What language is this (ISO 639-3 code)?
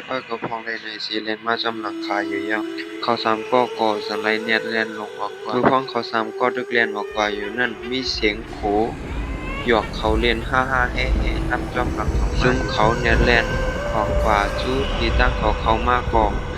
shn